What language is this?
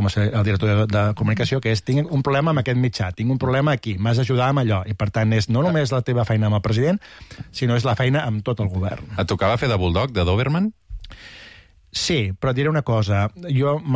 Catalan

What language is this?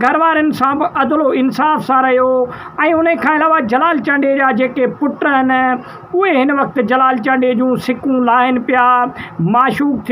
Sindhi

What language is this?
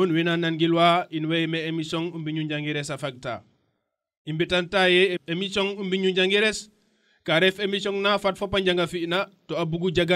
Serer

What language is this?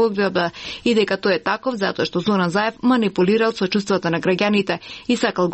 Macedonian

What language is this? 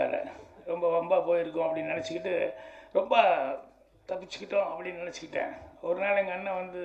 Tamil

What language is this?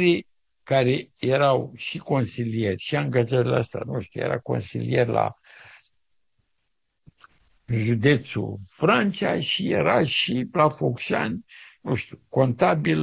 Romanian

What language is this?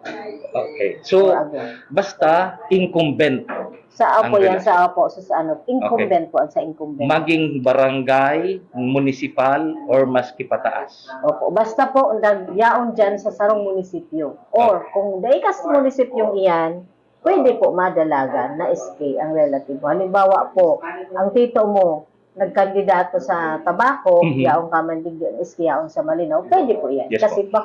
Bikol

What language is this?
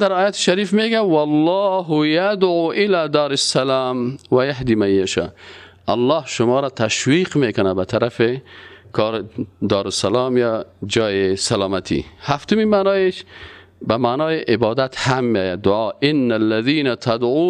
Persian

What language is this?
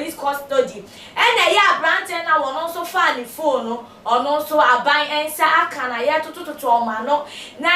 Akan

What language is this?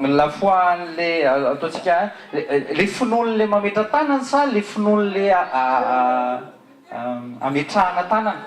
Malagasy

